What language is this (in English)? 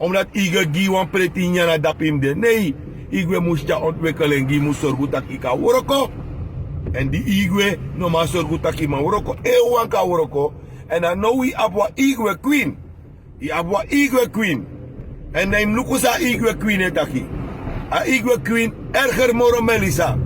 Sranan Tongo